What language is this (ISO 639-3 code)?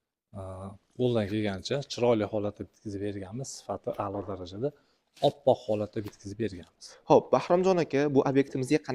uzb